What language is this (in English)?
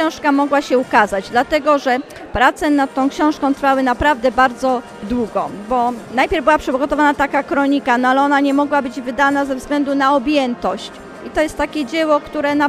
Polish